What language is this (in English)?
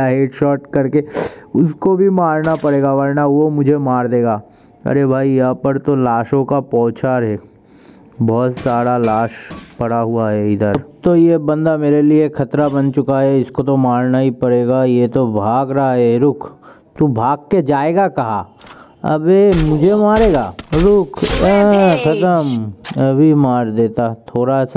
Hindi